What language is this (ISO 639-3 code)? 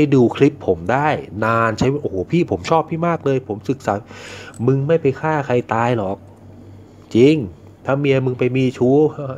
tha